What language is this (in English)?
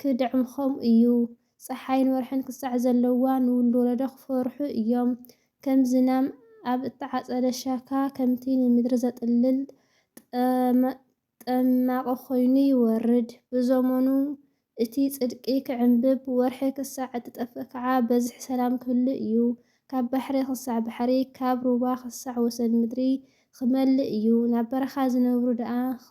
Tigrinya